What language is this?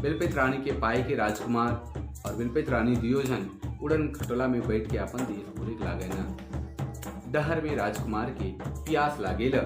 Sadri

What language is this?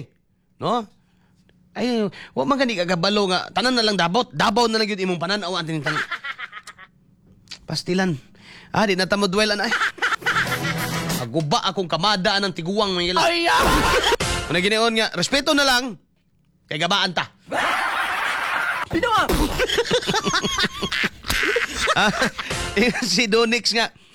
Cebuano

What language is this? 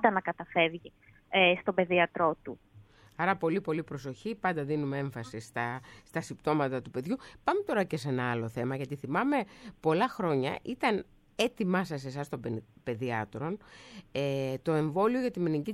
Greek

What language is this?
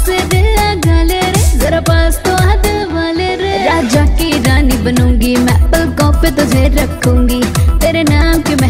Bhojpuri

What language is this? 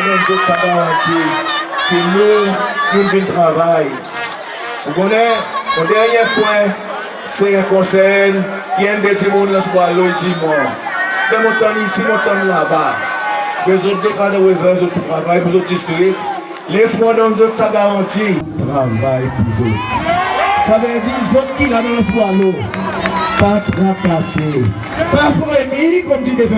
Seselwa Creole French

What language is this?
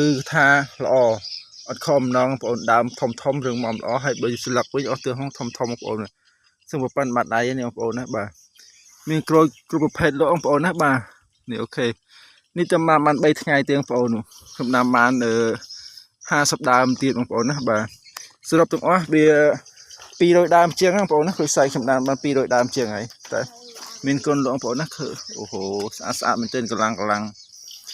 Khmer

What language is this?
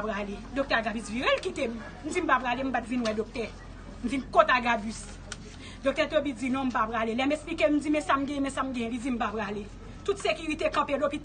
Haitian Creole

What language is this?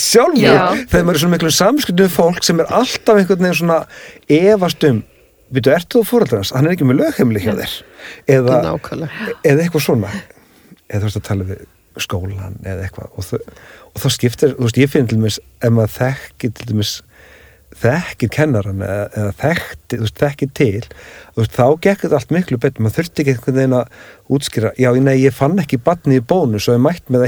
Icelandic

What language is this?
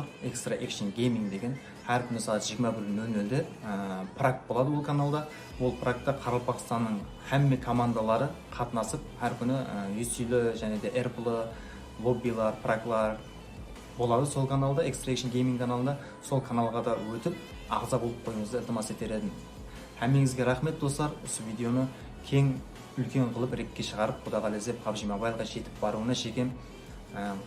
Kara-Kalpak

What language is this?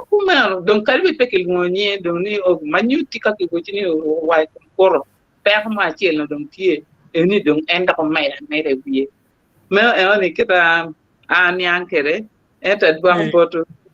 Acoli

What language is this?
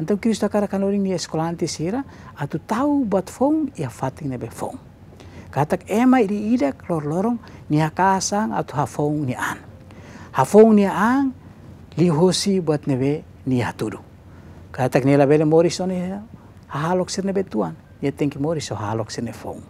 Tetum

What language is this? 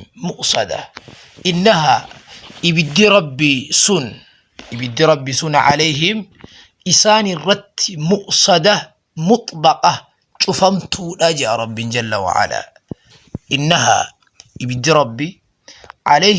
Oromo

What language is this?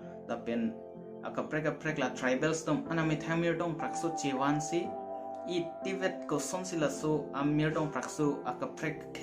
Karbi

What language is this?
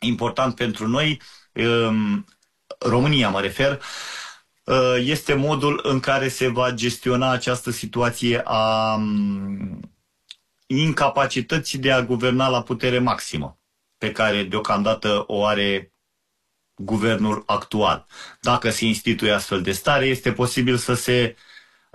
Romanian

